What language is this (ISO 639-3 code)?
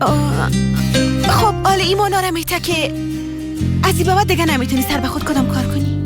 fas